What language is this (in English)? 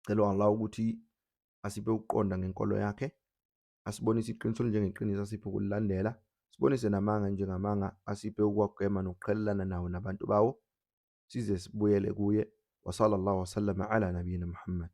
Zulu